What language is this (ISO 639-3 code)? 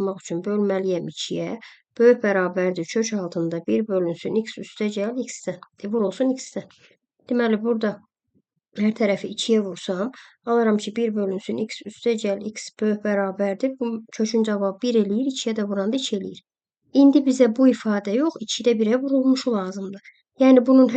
aze